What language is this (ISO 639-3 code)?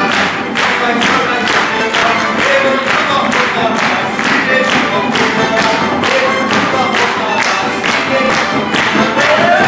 chv